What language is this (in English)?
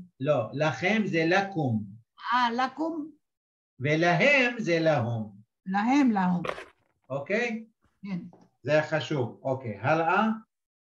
Hebrew